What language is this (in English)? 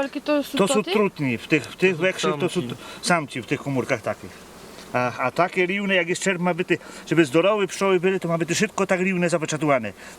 Rusyn